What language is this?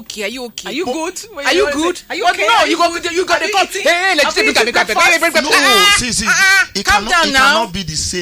Nigerian Pidgin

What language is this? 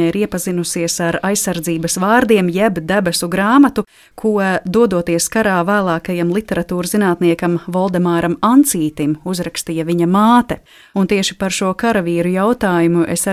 Latvian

